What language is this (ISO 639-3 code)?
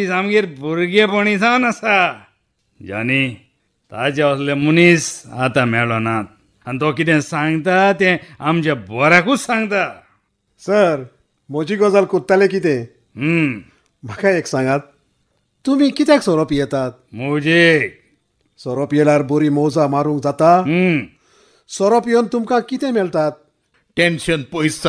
kok